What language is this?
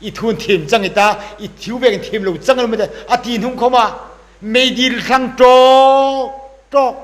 Hmar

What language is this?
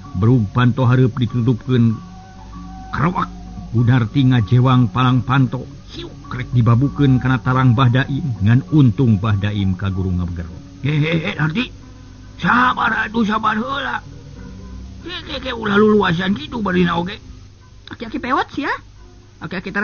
Sundanese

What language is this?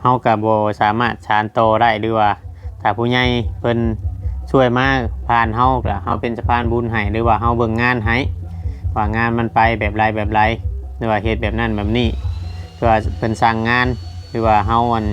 Lao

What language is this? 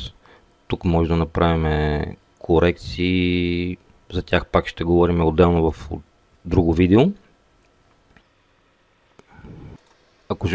Bulgarian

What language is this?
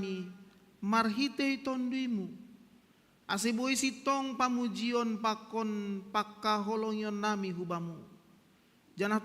Batak Simalungun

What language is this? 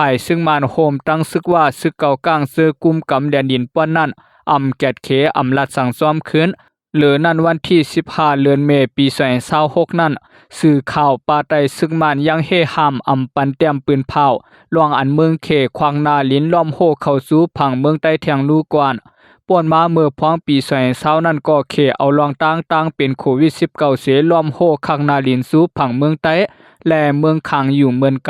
Shan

